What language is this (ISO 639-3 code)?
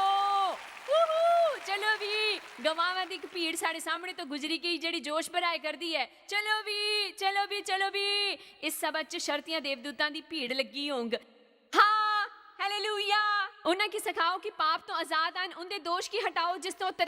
doi